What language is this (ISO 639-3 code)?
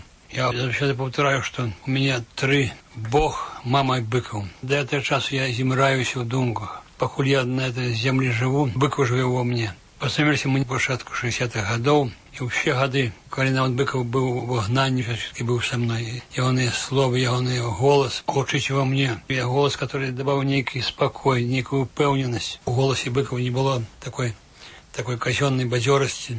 bel